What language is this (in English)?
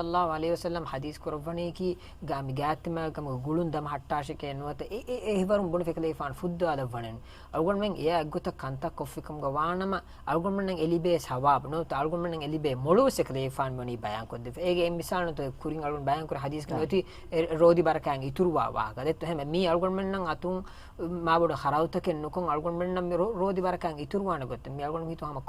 Divehi